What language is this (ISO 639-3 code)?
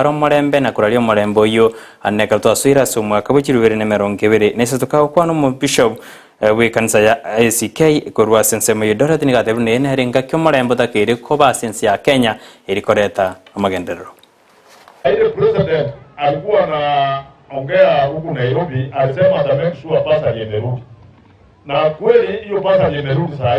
guz